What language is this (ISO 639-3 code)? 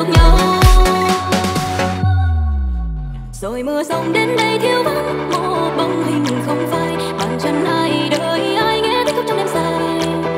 vie